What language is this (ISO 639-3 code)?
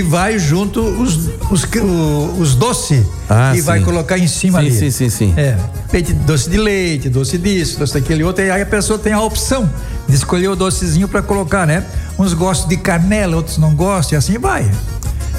por